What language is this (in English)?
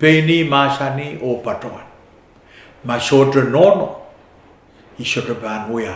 Pohnpeian